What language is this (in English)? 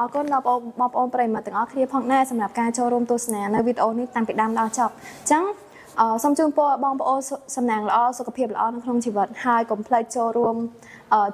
Khmer